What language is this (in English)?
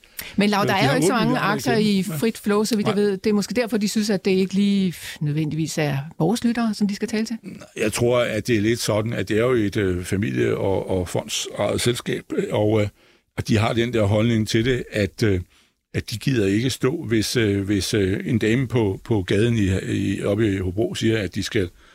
Danish